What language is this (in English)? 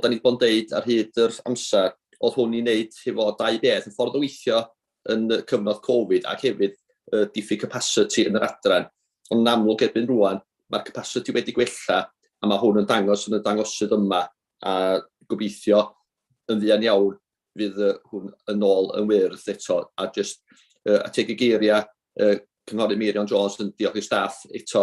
Welsh